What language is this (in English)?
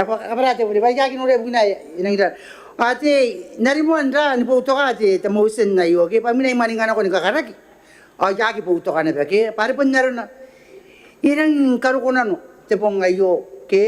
Gilbertese